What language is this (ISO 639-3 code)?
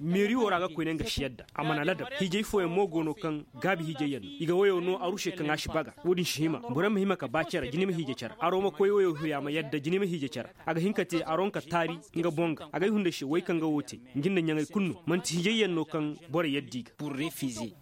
ses